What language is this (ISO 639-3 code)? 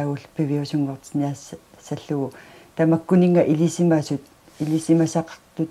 kal